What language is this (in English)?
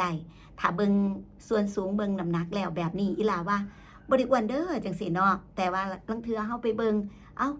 Northeastern Thai